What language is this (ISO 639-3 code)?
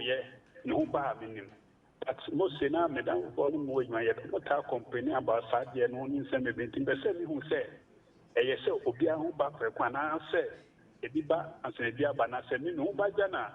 aka